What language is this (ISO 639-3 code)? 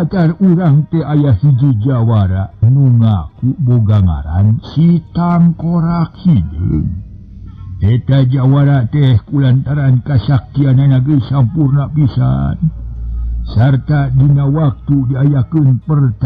sun